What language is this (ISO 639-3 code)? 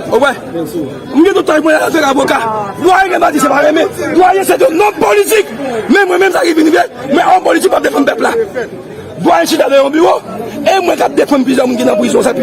hat